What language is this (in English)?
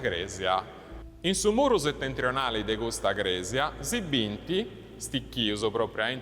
Sardinian